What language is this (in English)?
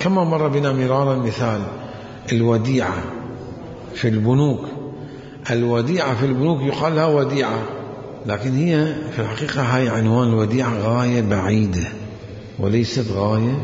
Mesopotamian Arabic